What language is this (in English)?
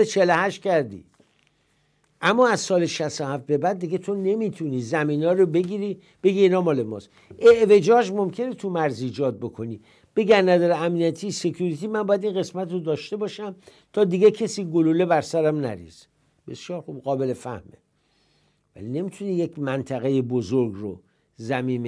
Persian